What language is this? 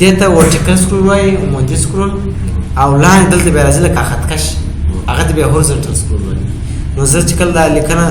Pashto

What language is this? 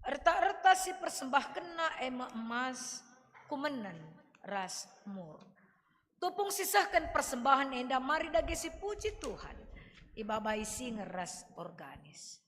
Batak Karo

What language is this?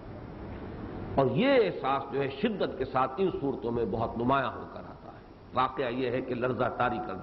Urdu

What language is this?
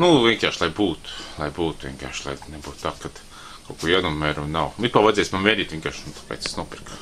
Latvian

